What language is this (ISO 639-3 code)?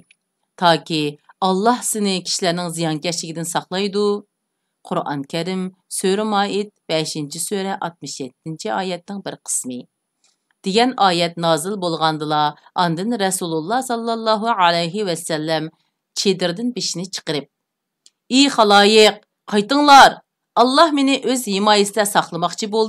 uig